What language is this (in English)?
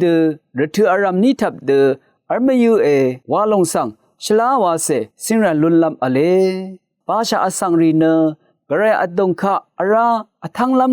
Rawang